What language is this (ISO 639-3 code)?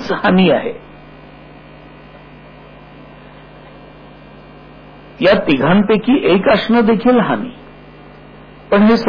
mar